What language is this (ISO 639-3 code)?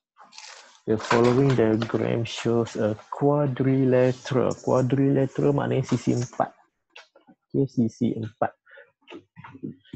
msa